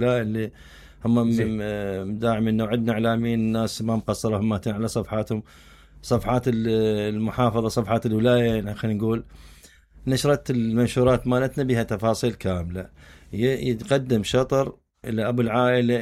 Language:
Mesopotamian Arabic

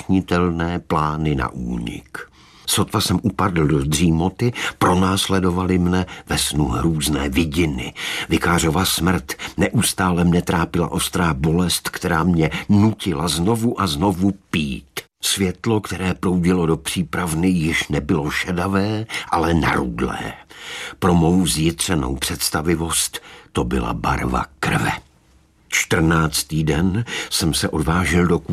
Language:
Czech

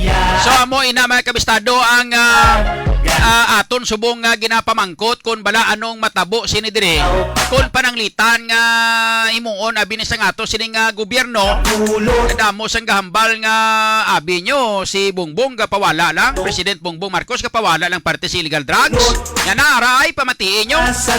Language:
Hiligaynon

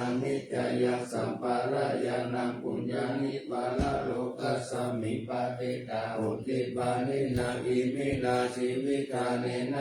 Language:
Pali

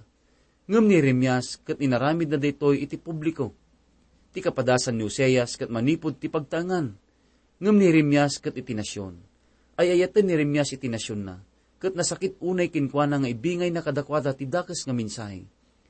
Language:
Iloko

